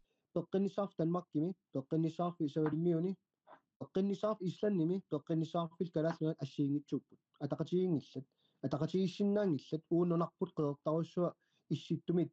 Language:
Kalaallisut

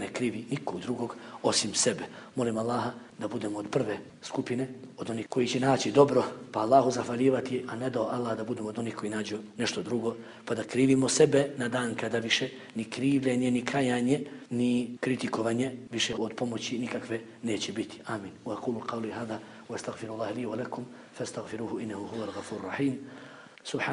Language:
Bosnian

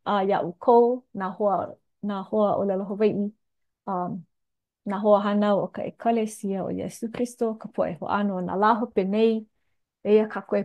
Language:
Hawaiian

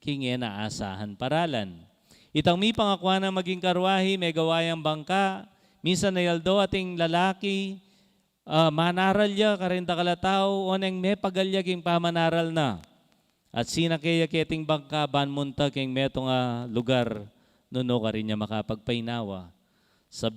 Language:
Pampanga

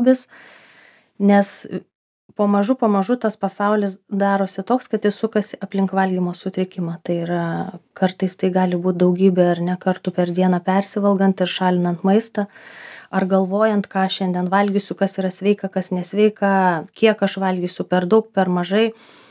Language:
Lithuanian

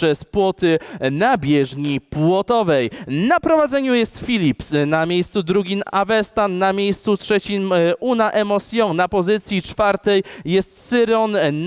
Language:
Polish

